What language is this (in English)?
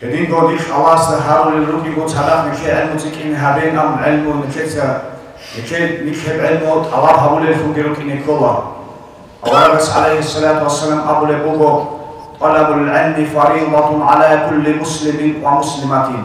Avaric